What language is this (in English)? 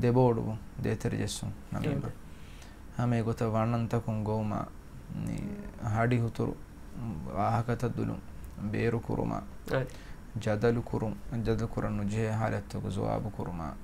Divehi